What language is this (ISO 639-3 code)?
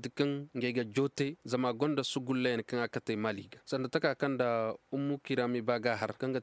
ses